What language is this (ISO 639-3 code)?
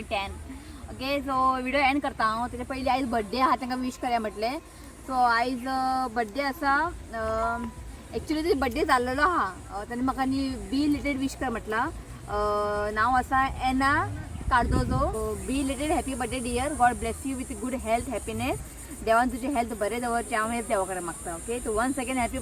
kok